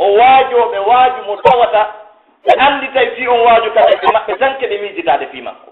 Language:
Pular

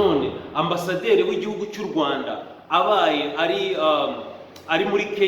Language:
Kinyarwanda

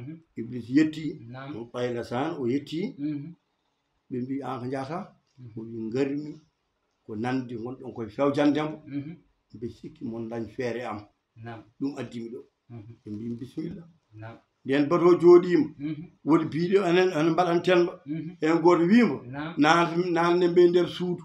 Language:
Fula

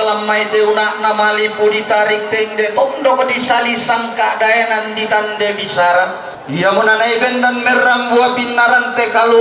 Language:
Toraja-Sa'dan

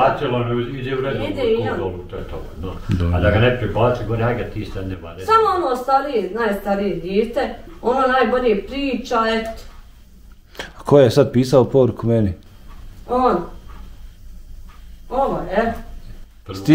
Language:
Bosnian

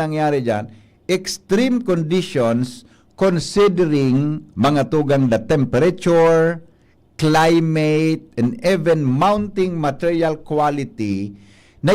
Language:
Bikol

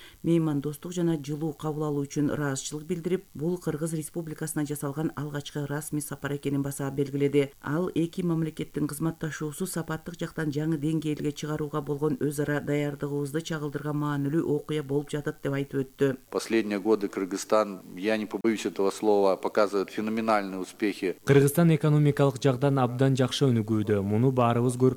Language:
Kyrgyz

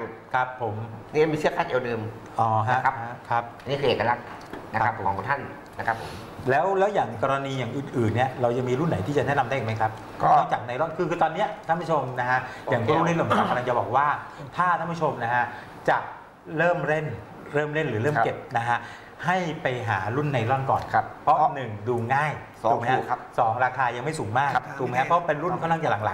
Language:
Thai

